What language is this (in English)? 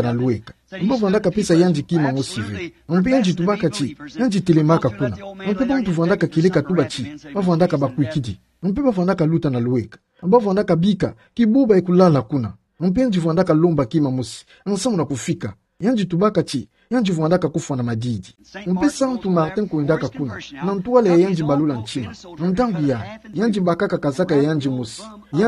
Kituba (Democratic Republic of Congo)